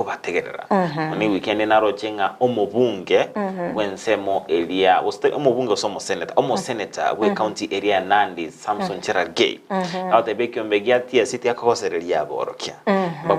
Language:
Gusii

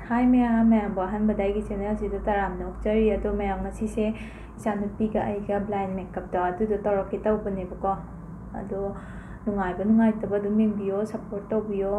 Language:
Manipuri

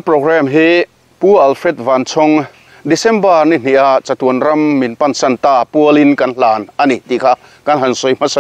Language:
Mizo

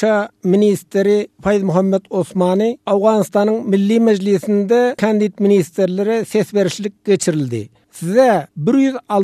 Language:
Turkmen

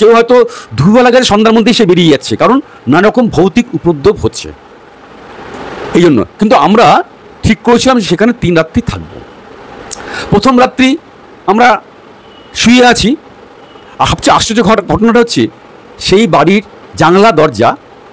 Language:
Bangla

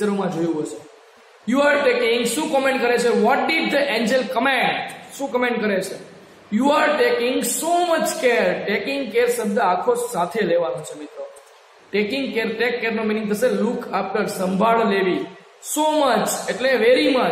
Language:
Gujarati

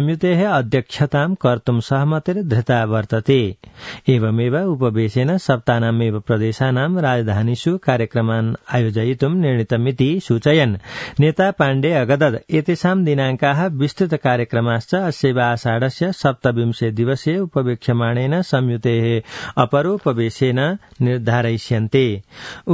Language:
Sanskrit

